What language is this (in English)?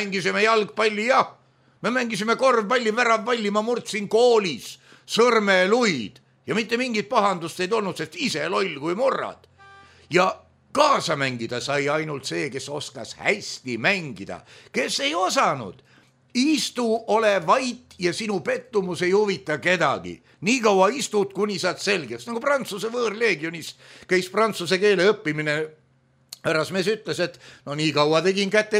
Estonian